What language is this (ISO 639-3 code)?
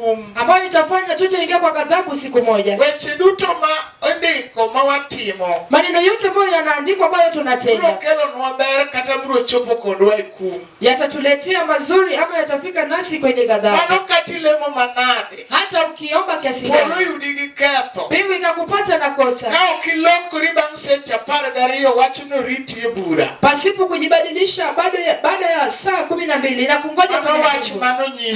luo